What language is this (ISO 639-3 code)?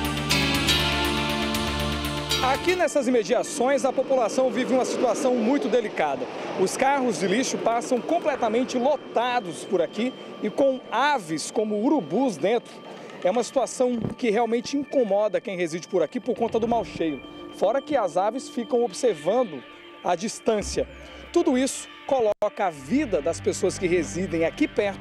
por